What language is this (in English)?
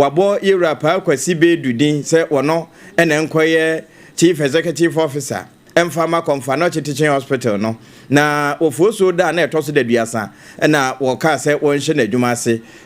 Akan